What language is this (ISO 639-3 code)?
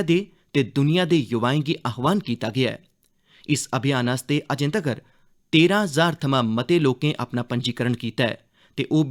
doi